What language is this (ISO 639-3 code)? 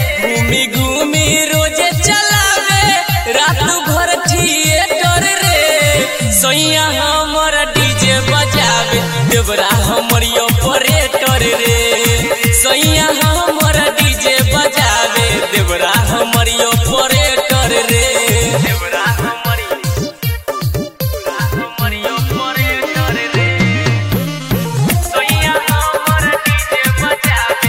bho